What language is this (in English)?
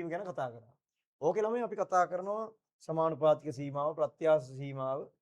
Sinhala